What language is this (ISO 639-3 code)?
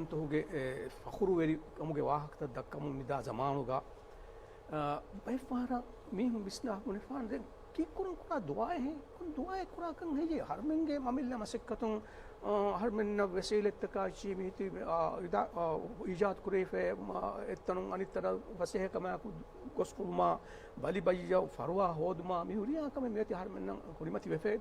div